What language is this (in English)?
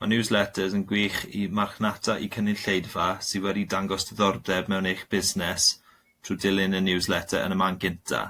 Welsh